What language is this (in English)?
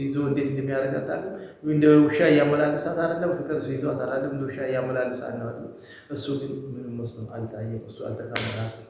Amharic